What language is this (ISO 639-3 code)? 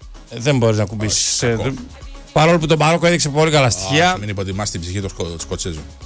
ell